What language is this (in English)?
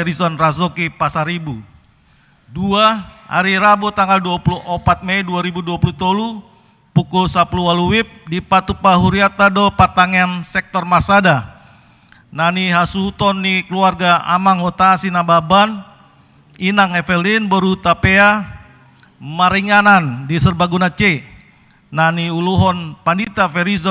Batak Toba